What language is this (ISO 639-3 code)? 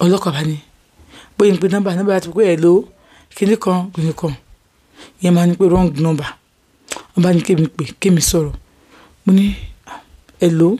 yor